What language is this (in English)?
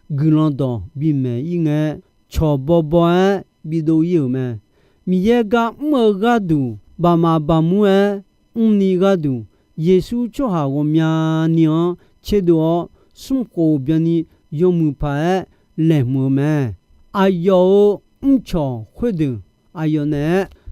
Akha